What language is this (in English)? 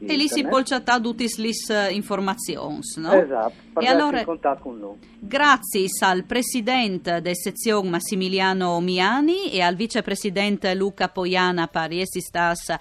Friulian